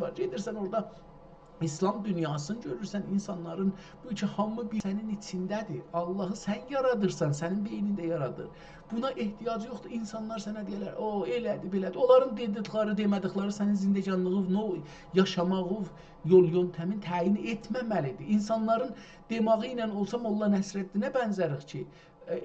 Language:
South Azerbaijani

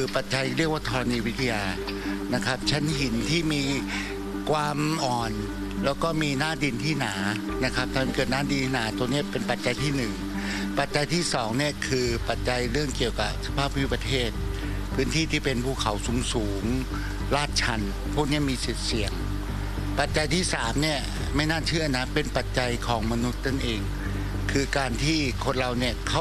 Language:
Thai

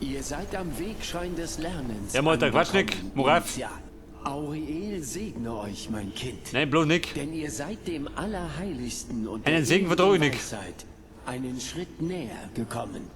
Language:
Bavarian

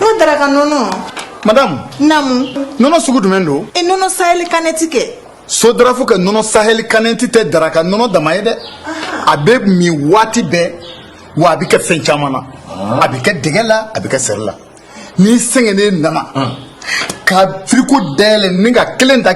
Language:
Bambara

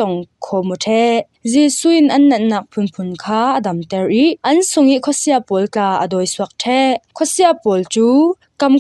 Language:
Falam Chin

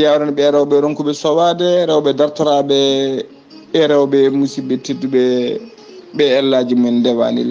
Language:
Fula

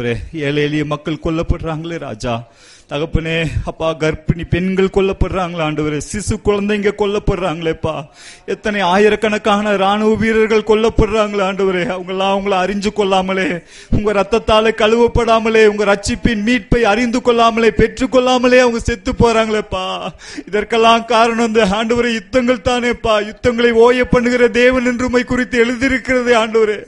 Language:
Tamil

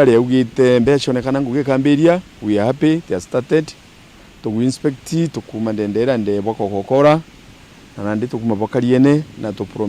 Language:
Meru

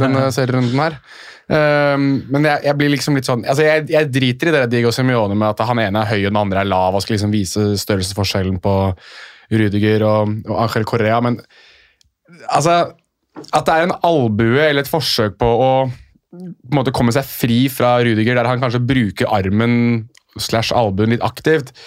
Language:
Norwegian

